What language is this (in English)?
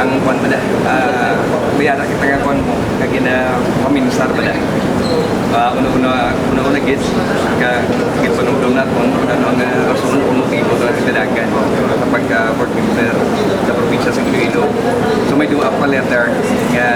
Hiligaynon